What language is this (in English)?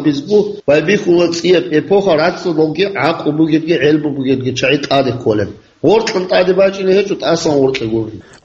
Avaric